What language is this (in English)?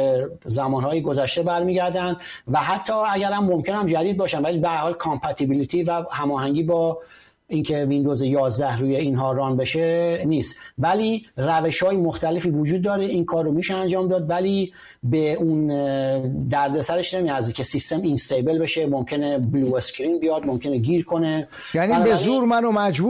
Persian